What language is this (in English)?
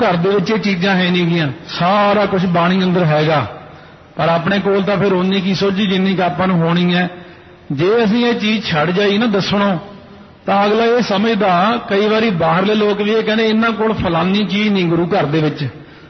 Punjabi